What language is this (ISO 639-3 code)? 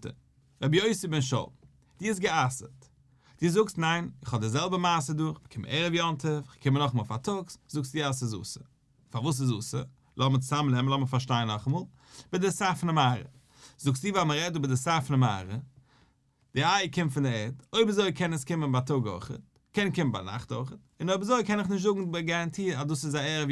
yid